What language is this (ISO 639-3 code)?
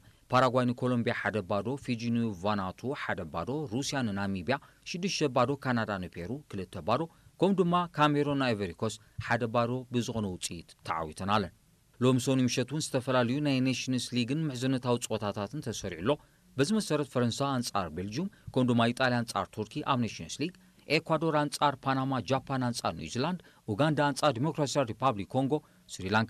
tir